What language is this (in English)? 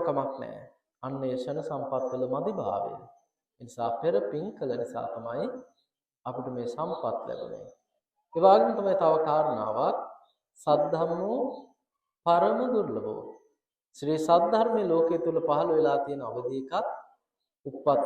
Sinhala